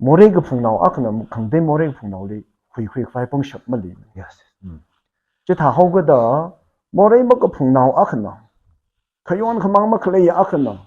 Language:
Tangkhul Naga (India)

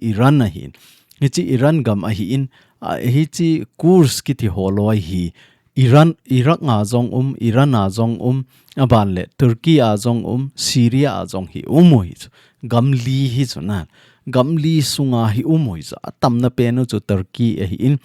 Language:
Thado Chin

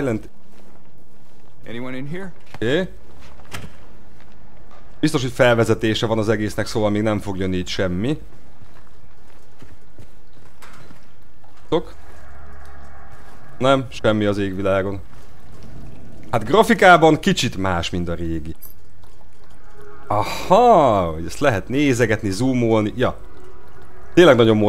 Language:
Hungarian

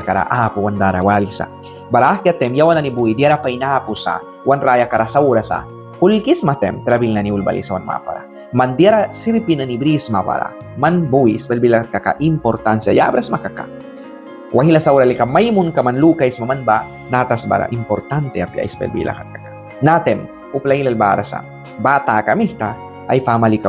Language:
Mískito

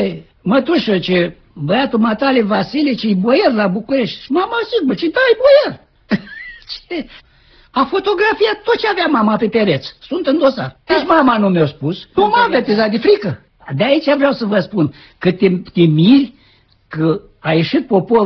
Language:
Romanian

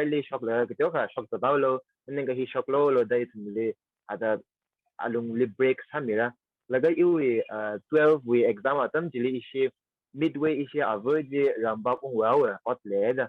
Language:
Tangkhul Naga (India)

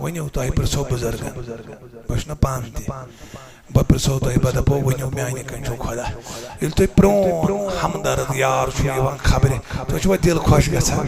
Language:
Kashmiri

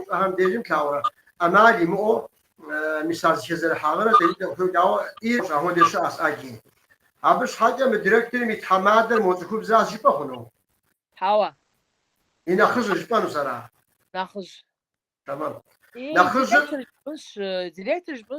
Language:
Kabardian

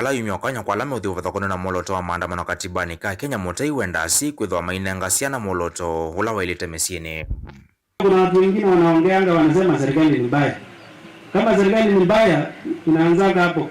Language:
Kamba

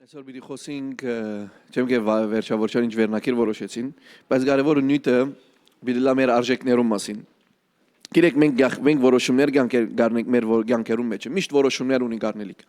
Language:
Western Armenian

